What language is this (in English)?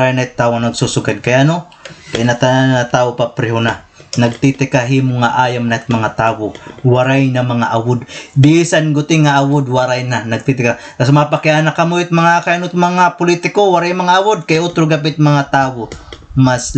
Waray